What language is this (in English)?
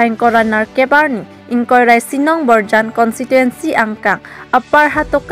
Karbi